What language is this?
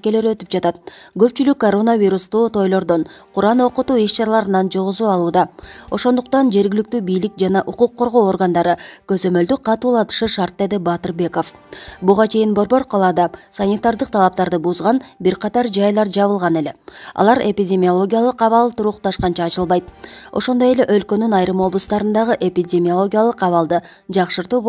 Kyrgyz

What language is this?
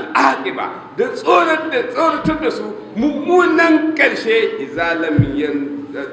Hausa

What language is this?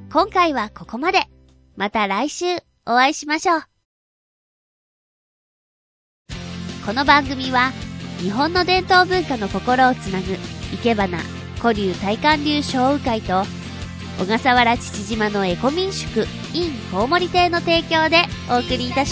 Japanese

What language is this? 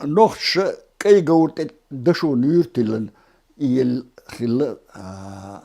Chechen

